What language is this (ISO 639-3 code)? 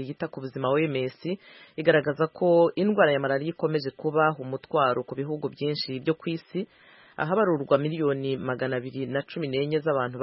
kin